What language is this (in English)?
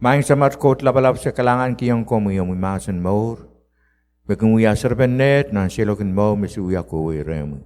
Pohnpeian